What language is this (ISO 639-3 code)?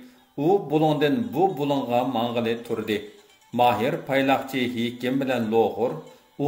uig